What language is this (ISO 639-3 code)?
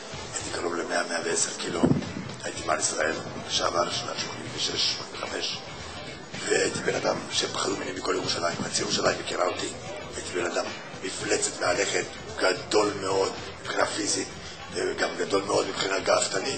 heb